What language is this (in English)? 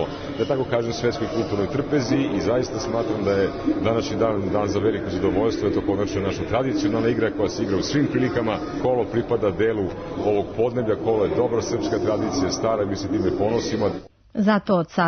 Serbian